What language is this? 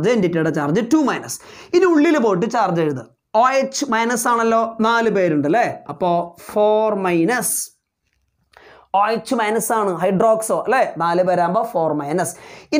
Malayalam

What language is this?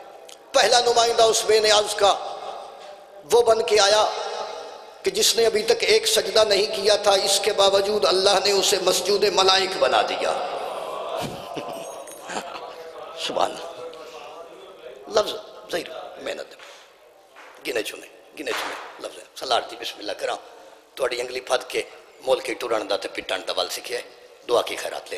Urdu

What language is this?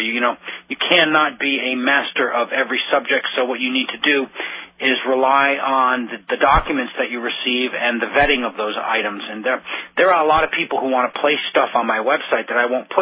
English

